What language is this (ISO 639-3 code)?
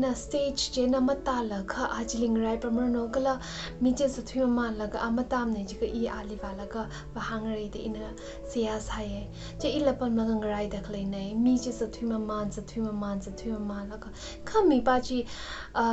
nmf